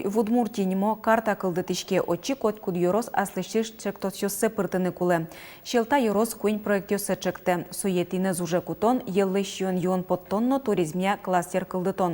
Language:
Udmurt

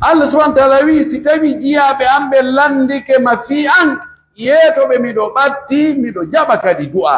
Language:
Pular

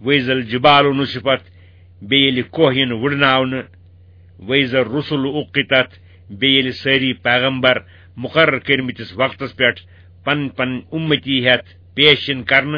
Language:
Kashmiri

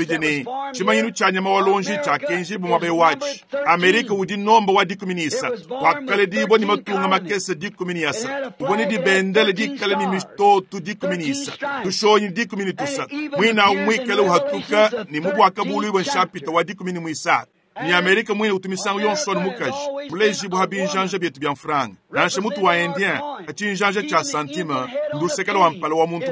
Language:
Luba-Lulua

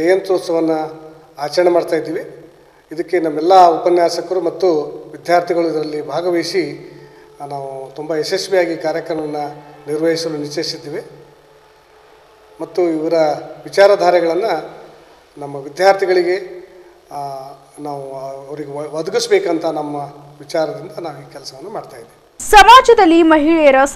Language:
Kannada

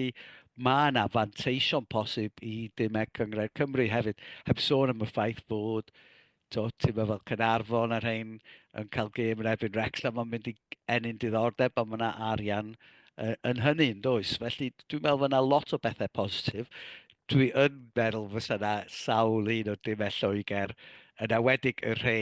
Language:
Welsh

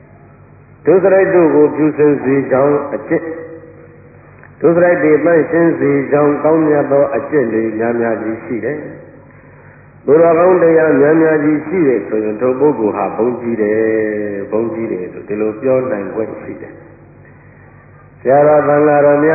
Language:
Burmese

